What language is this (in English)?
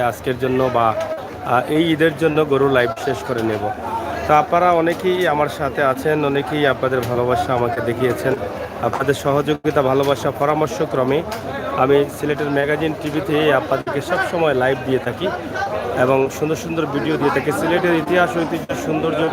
Sylheti